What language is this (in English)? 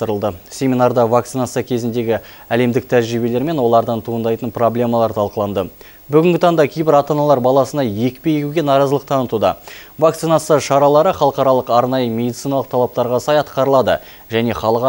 Kazakh